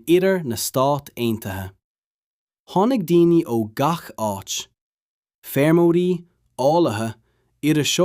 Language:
Irish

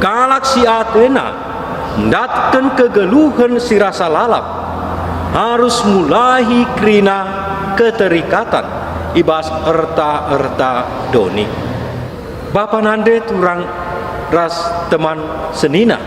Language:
Batak Karo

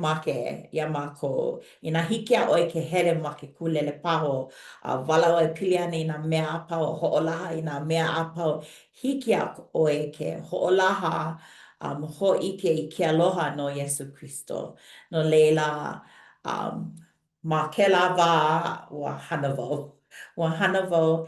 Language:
Hawaiian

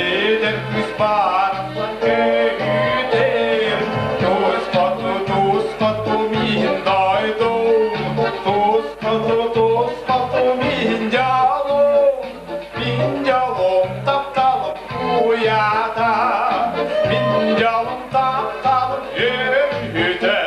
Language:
Yakut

